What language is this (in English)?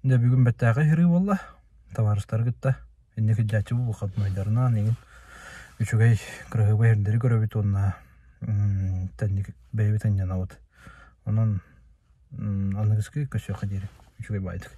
Yakut